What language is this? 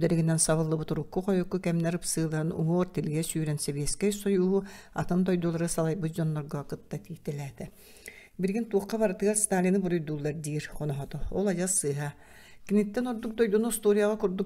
Yakut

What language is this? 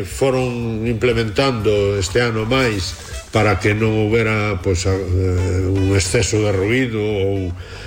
Galician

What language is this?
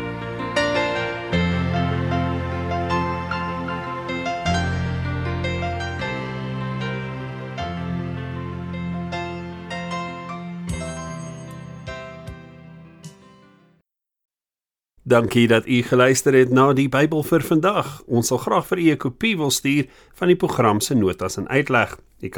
Afrikaans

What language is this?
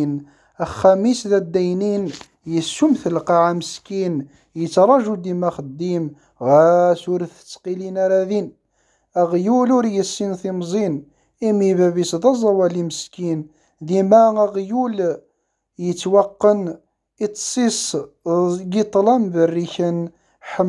Kabyle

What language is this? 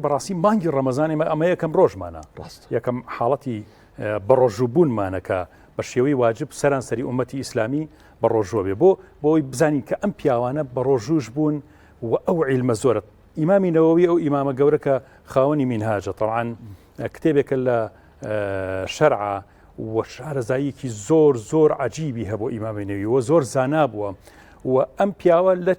Central Kurdish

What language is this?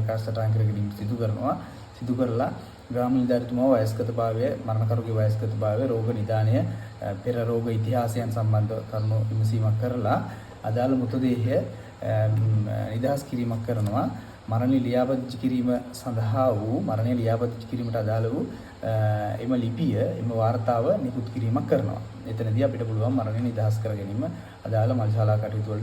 Sinhala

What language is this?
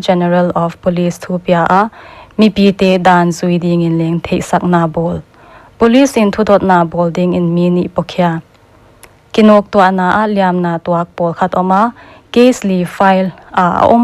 Paite Chin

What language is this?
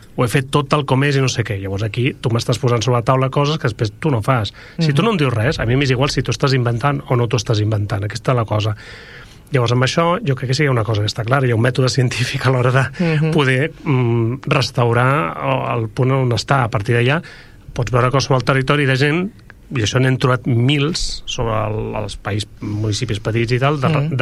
Catalan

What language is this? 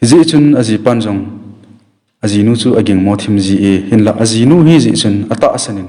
Thado Chin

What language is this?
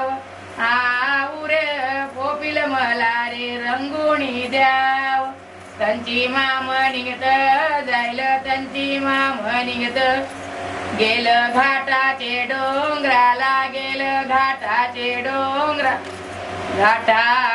Marathi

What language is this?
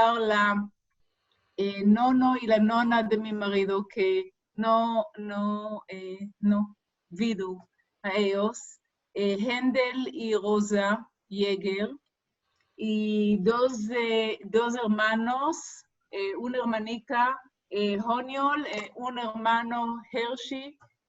Ladino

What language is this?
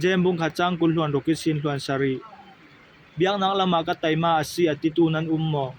Falam Chin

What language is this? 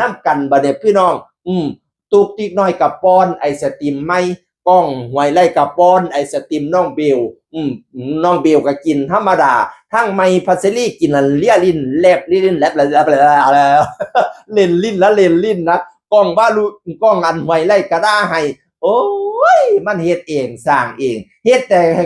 Northeastern Thai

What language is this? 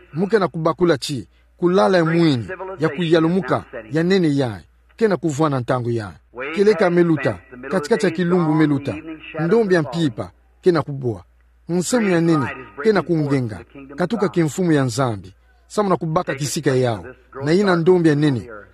Kituba (Democratic Republic of Congo)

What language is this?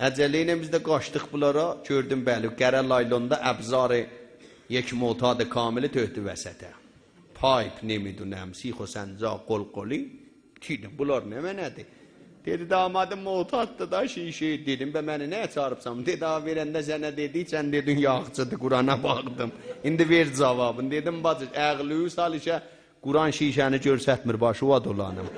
South Azerbaijani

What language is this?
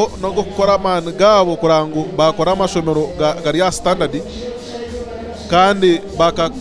Kinyarwanda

